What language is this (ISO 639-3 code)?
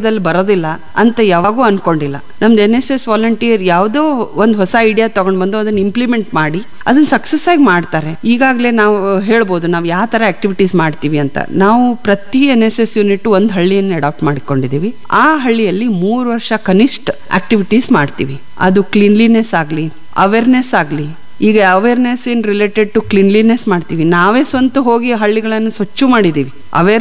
kan